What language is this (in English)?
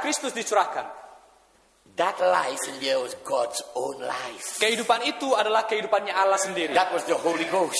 Indonesian